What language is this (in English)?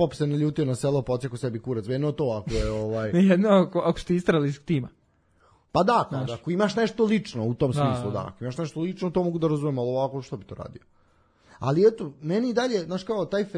Serbian